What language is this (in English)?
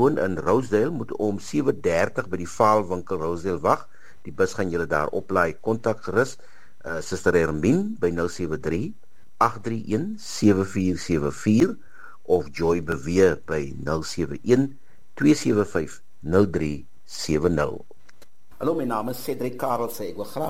Afrikaans